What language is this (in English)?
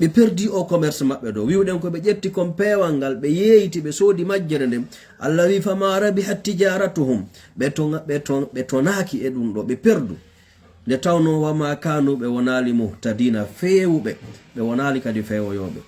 Fula